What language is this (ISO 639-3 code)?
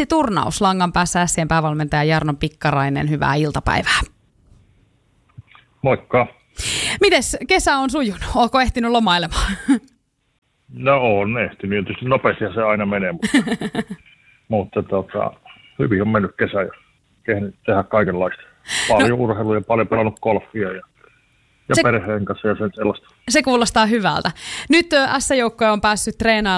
fin